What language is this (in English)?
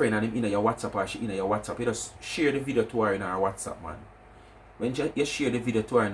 Jamaican Creole English